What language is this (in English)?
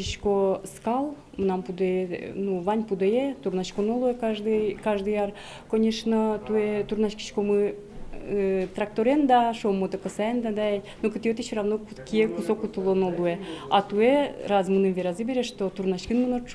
Udmurt